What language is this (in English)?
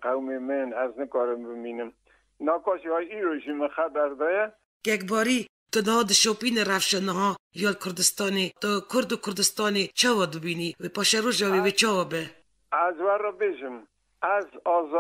Kurdish